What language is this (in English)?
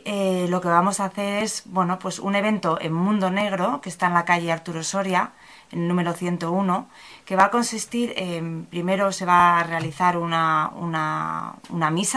Spanish